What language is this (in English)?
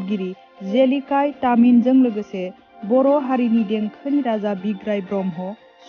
Bodo